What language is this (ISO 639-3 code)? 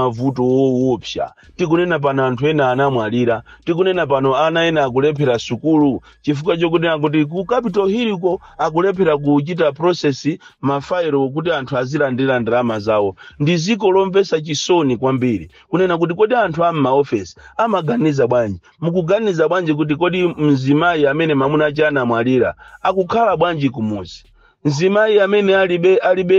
nya